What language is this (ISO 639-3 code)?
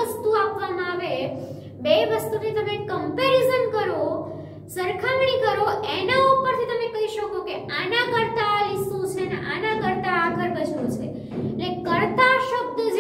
guj